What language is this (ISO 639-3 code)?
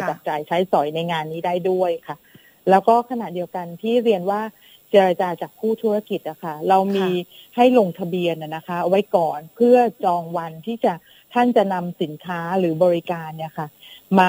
tha